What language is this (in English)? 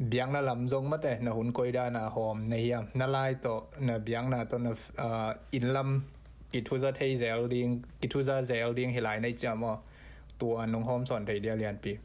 Tedim Chin